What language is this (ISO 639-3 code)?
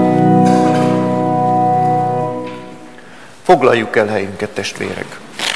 hun